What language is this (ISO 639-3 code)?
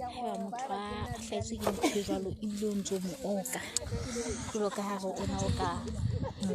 sot